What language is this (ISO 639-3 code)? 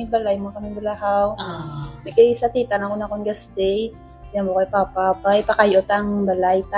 hil